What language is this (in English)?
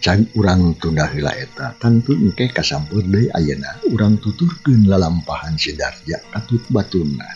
Sundanese